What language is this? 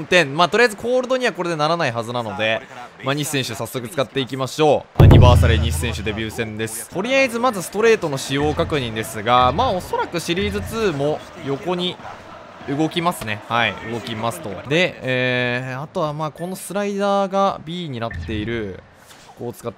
Japanese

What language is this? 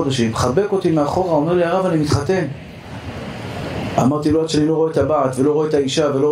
Hebrew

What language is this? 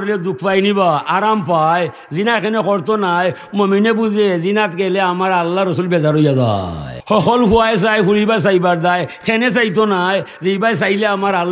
Sylheti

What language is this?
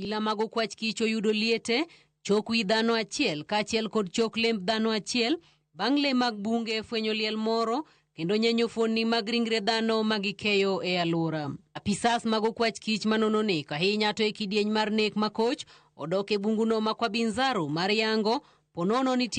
Luo (Kenya and Tanzania)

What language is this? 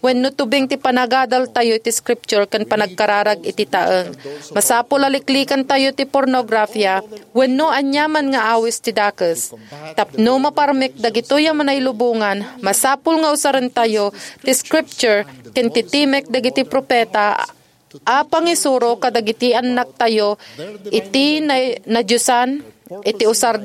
Iloko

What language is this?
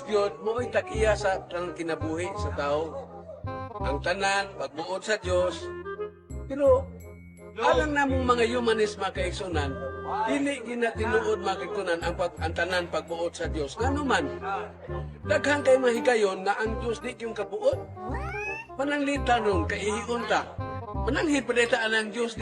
Cebuano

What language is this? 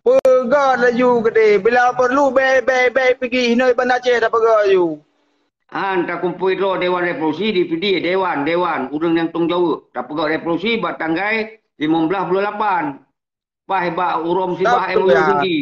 Achinese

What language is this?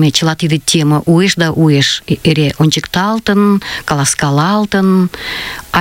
Mari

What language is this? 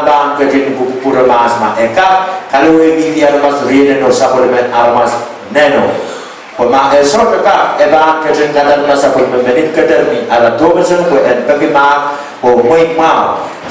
Pohnpeian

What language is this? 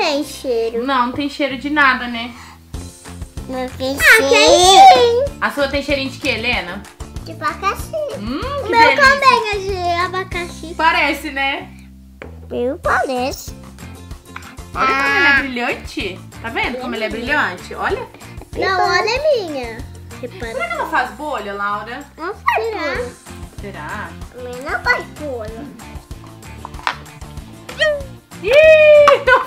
Portuguese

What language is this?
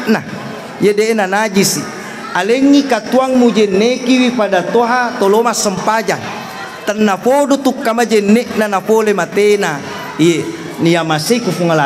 Buginese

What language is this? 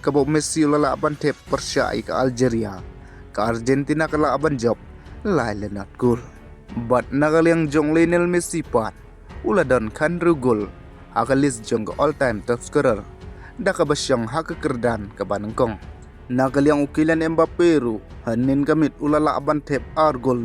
Khasi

